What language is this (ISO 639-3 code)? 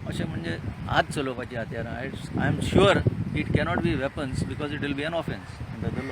kok